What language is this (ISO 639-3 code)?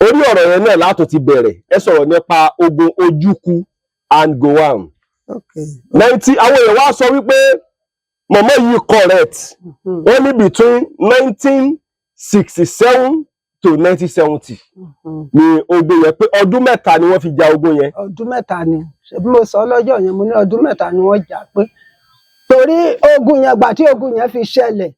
yor